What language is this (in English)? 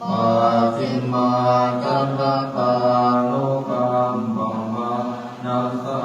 Pali